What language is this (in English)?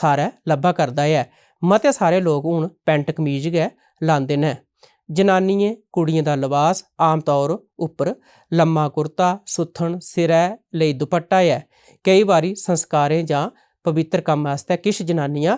Dogri